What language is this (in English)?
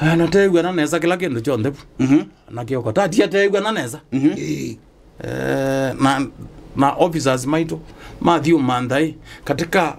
Kamba